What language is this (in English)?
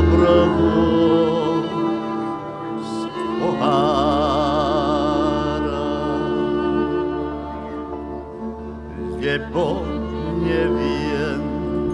Slovak